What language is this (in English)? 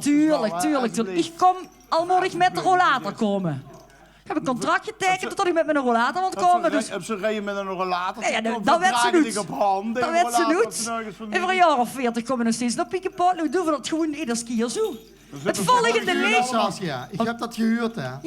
Limburgish